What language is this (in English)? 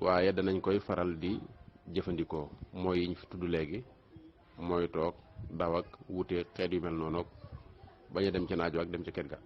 Wolof